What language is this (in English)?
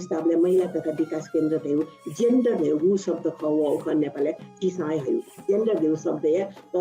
Newari